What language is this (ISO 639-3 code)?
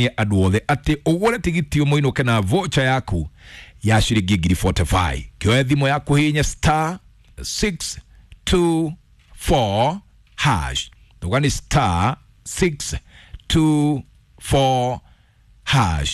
kik